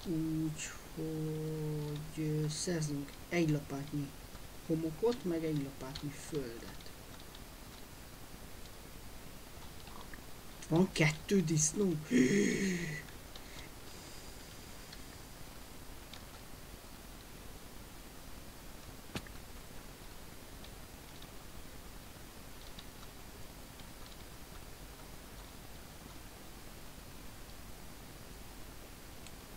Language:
Hungarian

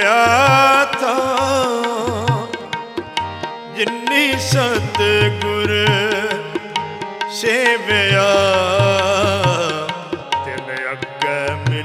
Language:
Punjabi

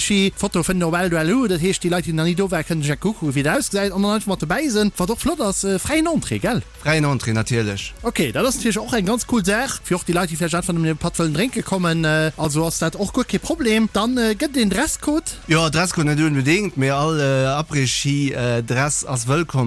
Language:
Luxembourgish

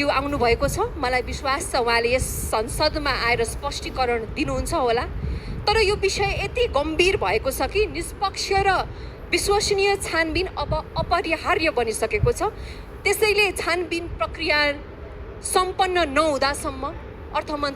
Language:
Nepali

